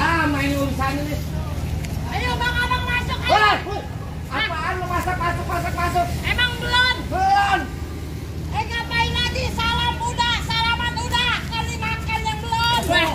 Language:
Betawi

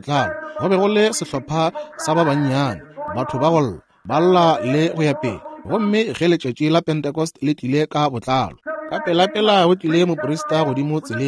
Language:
Northern Sotho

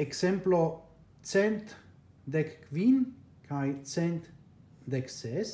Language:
Esperanto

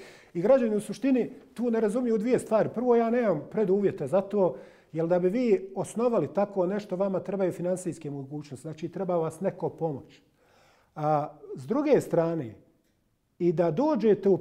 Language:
Bosnian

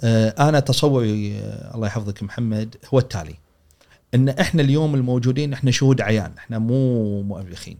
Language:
Gulf Arabic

